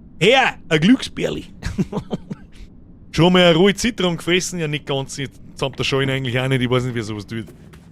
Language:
Bavarian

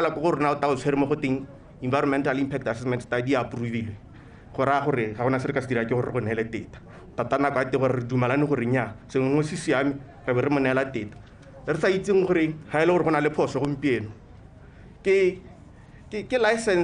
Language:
Tswana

